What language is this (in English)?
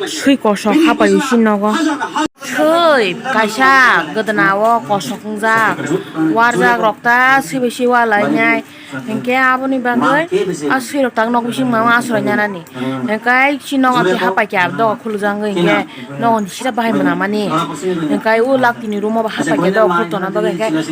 Kok Borok